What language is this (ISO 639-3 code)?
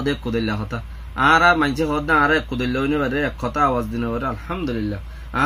rhg